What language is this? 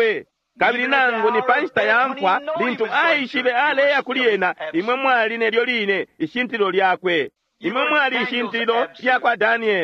Bemba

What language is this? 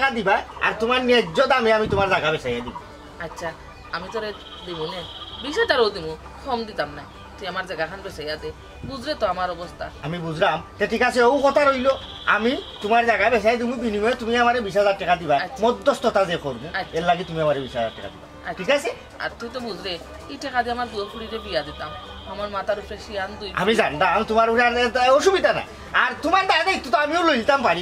Sylheti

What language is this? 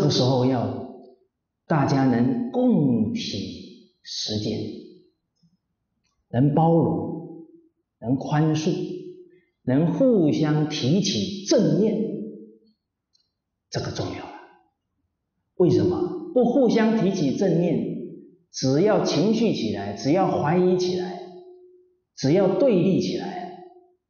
Chinese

